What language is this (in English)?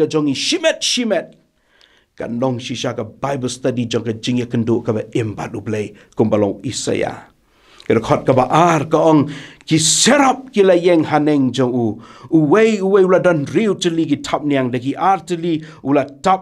Khasi